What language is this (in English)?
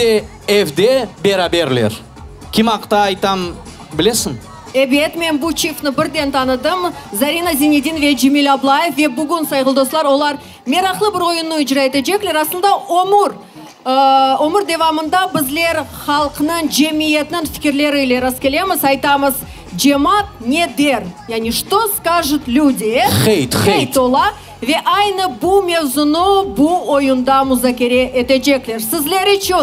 Crimean Tatar